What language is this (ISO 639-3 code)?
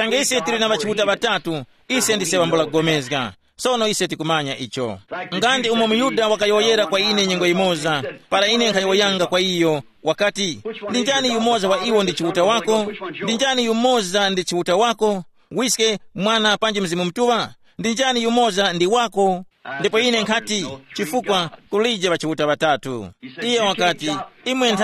tum